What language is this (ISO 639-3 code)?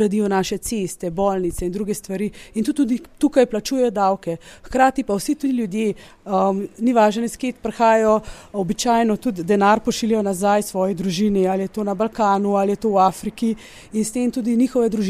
slv